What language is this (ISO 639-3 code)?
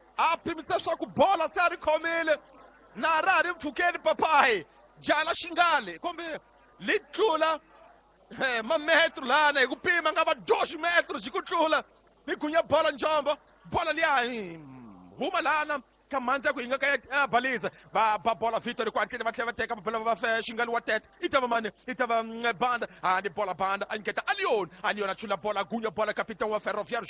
tso